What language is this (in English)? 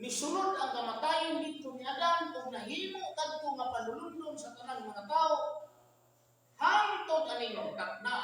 Cebuano